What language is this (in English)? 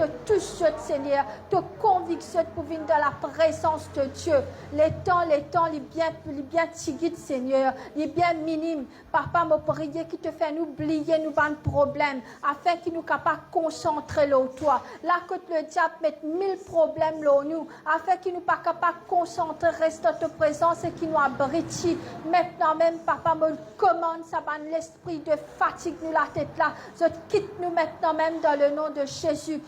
Morisyen